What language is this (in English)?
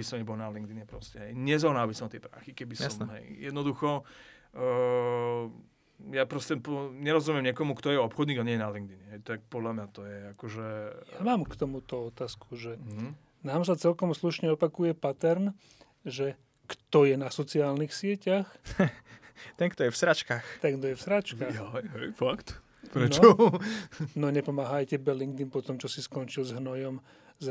Slovak